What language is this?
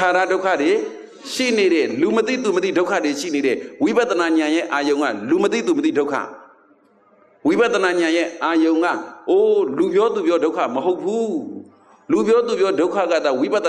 Burmese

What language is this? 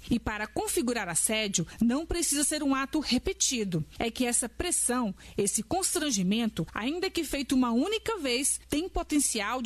Portuguese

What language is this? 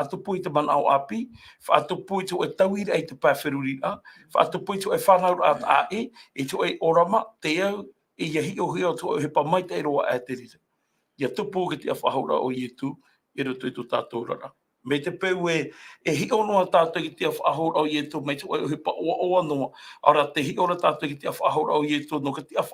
Tahitian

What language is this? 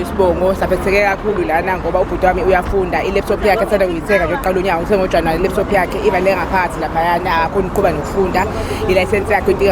Zulu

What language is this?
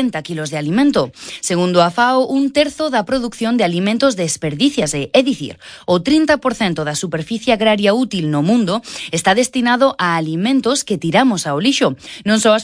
Galician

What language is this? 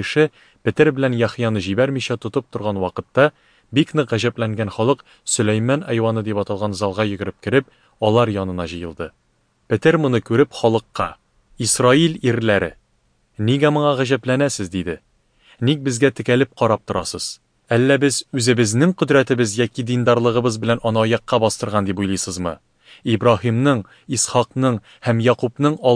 Tatar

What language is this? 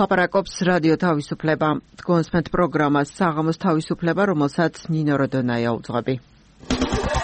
Georgian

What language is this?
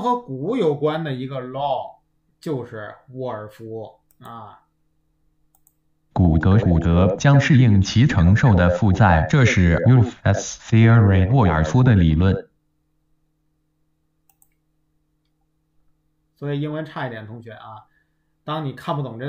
Chinese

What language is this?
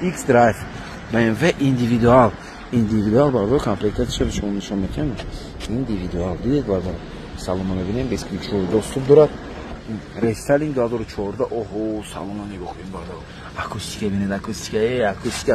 Tajik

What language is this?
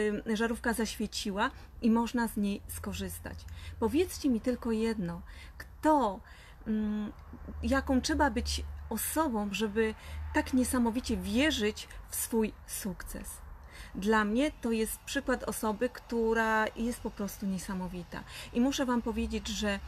Polish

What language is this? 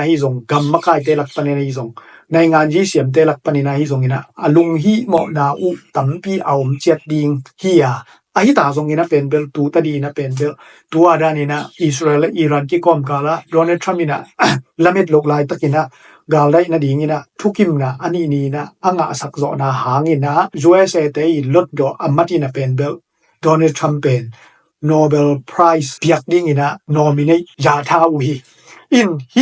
Tedim Chin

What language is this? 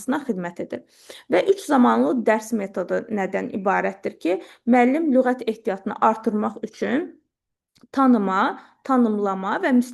Azerbaijani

